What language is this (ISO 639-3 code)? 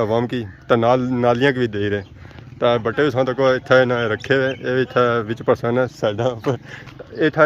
phr